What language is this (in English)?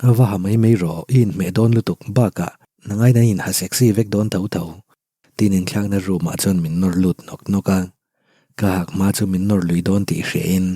Mizo